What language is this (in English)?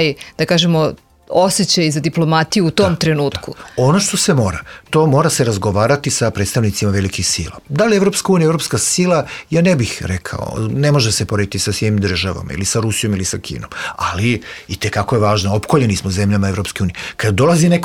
Serbian